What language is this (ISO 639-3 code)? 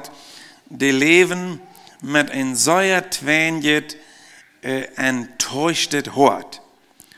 pdt